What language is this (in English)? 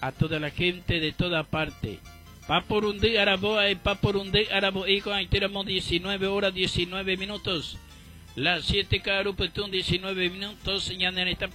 Guarani